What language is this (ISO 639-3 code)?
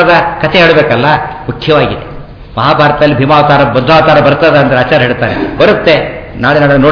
kan